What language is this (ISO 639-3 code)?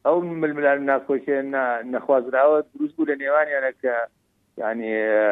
ckb